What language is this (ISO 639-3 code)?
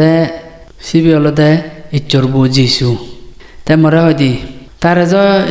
ccp